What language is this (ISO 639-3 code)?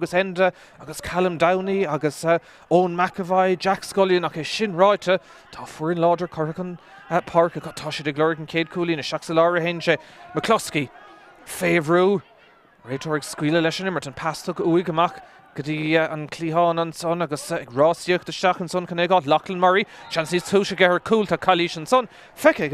gle